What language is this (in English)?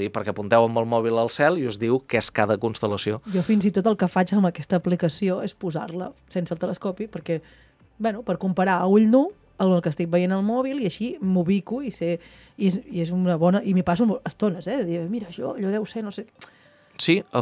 Catalan